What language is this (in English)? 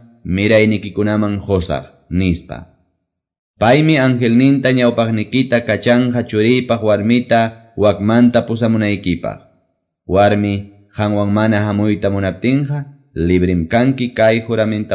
Quechua